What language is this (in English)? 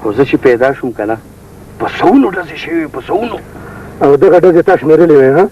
Pashto